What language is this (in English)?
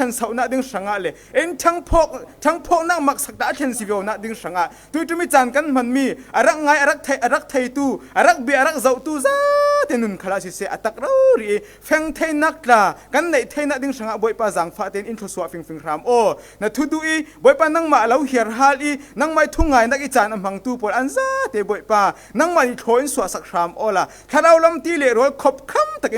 Falam Chin